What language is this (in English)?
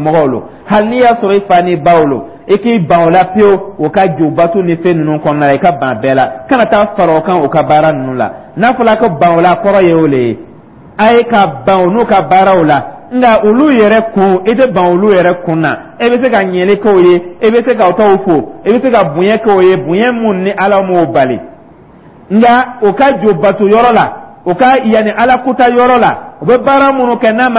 Dyula